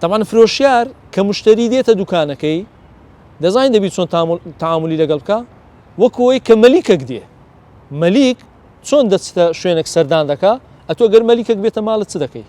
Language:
Central Kurdish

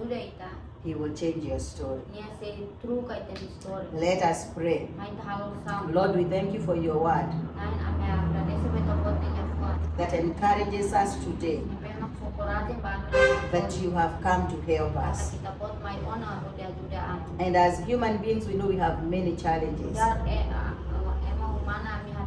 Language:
Tetum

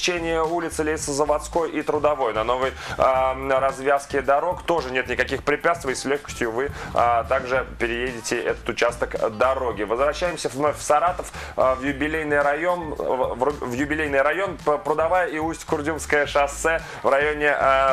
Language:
Russian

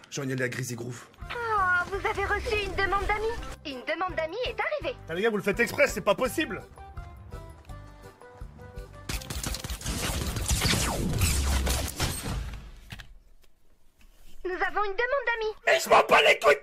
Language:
French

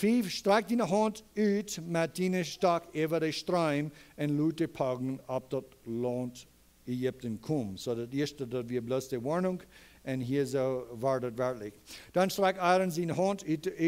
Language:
Plautdietsch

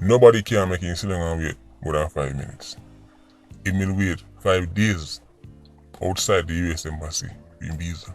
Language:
Jamaican Creole English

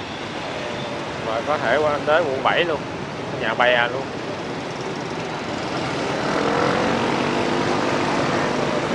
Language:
Vietnamese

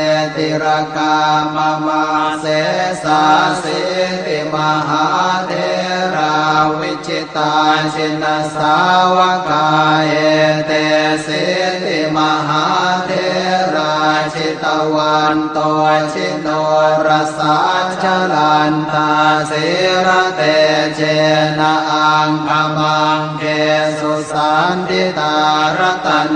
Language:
Pali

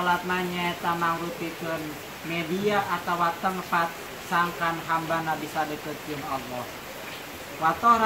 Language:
Sundanese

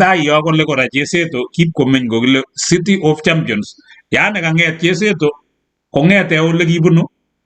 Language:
Kalenjin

